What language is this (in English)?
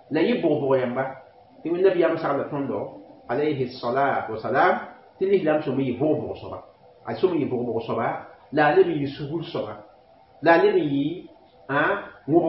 Mossi